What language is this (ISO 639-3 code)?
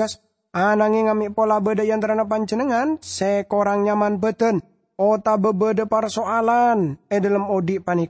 mad